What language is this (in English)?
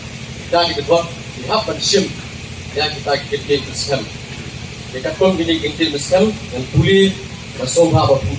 Khasi